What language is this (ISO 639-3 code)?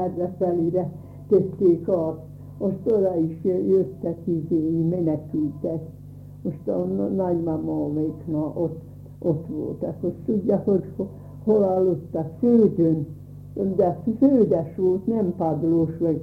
hun